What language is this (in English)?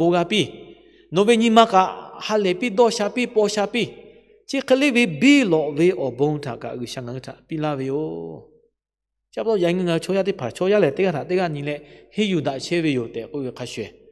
Lahu